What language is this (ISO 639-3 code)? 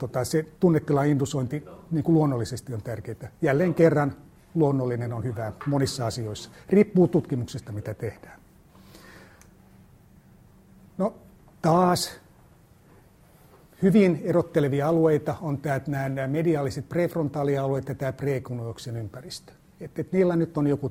fin